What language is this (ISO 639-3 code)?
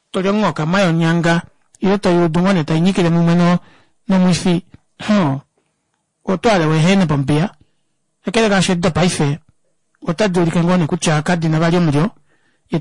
kua